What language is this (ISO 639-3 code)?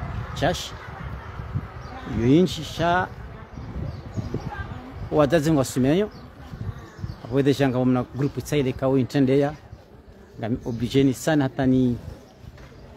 swa